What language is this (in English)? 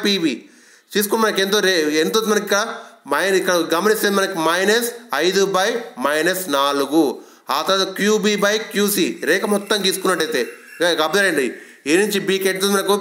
Telugu